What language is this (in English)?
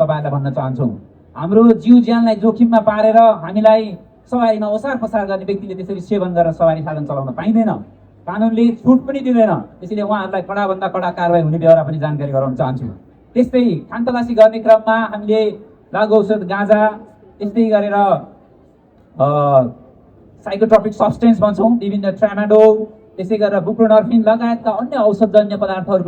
Nepali